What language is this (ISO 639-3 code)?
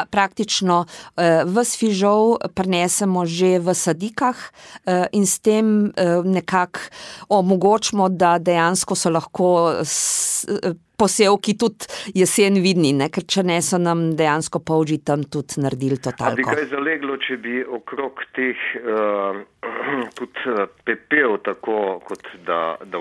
slv